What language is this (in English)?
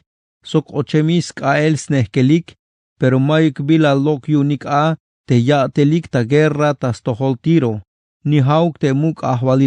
Tzeltal